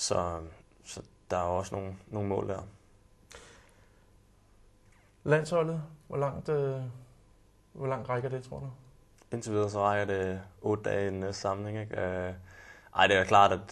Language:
Danish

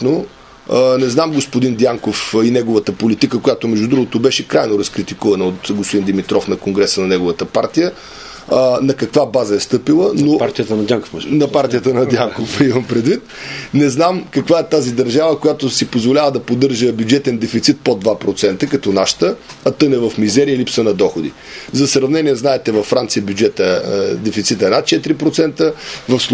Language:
Bulgarian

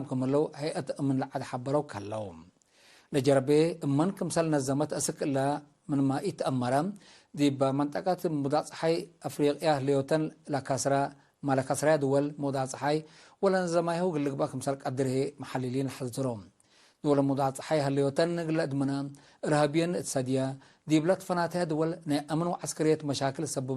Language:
Tigre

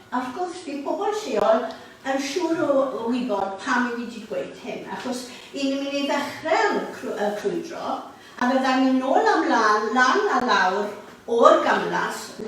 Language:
Welsh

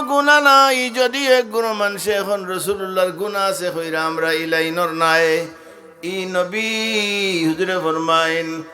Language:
Sylheti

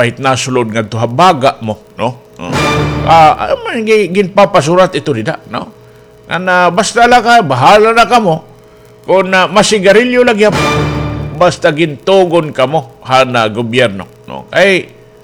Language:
Waray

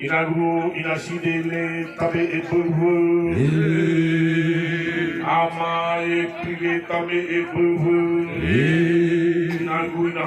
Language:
Nias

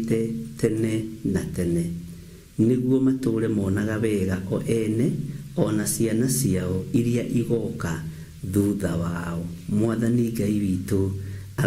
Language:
Kikuyu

